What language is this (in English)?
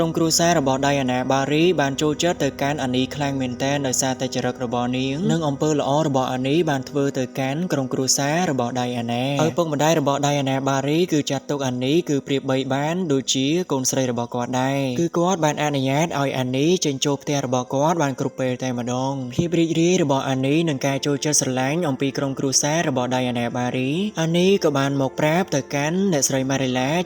Khmer